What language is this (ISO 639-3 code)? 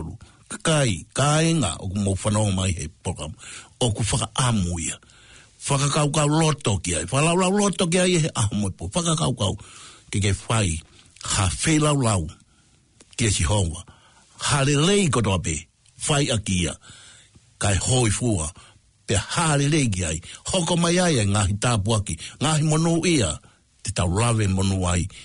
ton